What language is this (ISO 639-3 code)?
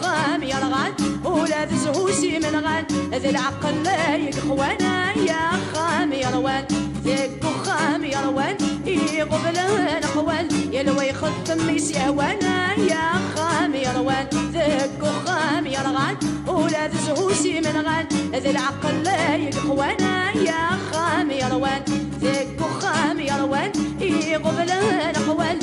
kab